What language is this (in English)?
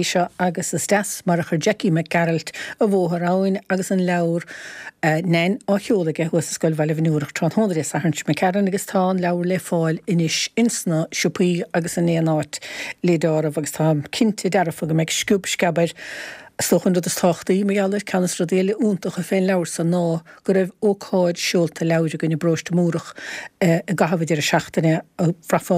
Irish